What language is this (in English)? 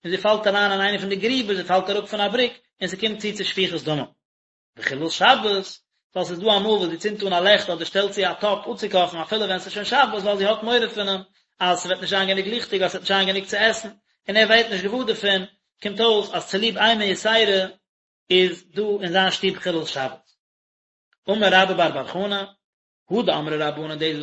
Yiddish